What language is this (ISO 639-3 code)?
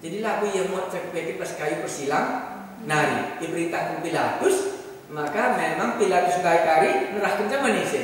btx